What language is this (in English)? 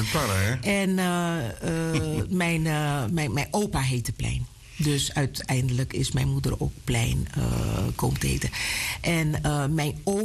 Dutch